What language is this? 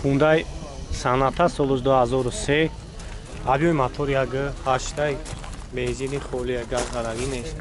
Tajik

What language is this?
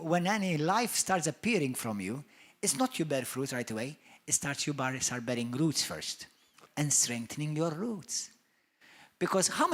English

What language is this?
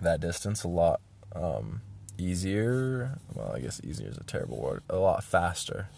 English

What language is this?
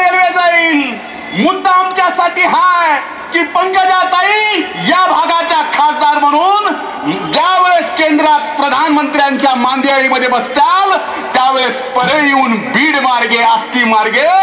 Marathi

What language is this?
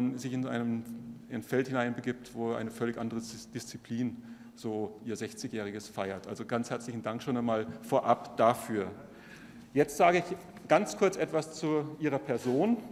German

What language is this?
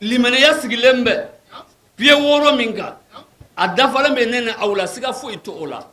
Bambara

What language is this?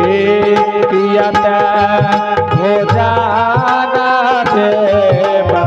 Angika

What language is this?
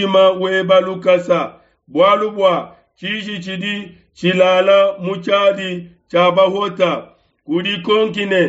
Luba-Lulua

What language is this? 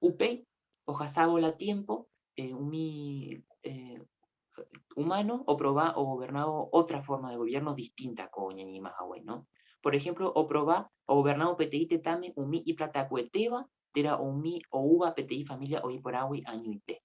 Guarani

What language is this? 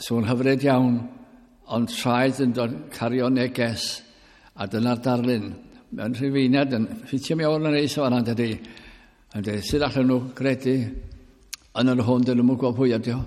Welsh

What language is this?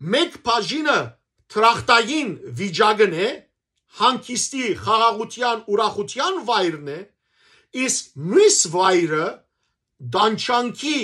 Western Armenian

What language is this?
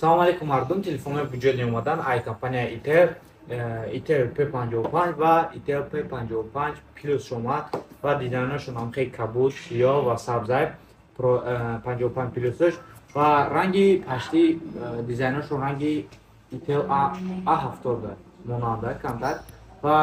Tajik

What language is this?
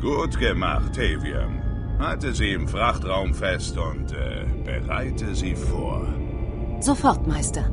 Bavarian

